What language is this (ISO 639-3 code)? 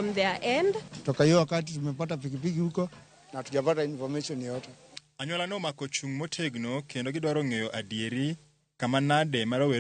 luo